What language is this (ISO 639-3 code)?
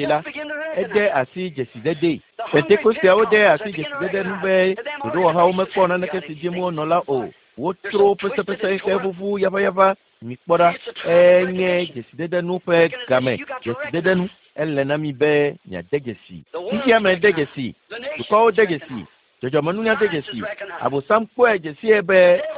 ewe